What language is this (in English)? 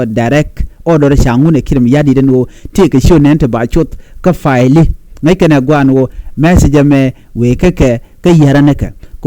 Nuer